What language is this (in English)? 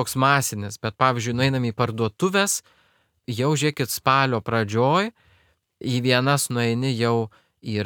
Lithuanian